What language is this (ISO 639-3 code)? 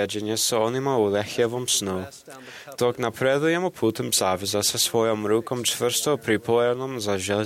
hrv